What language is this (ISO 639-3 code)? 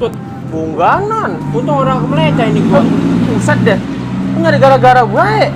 bew